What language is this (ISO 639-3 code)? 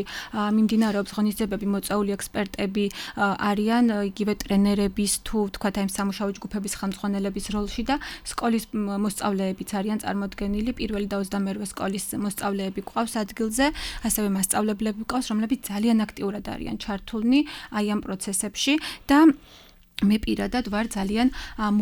kat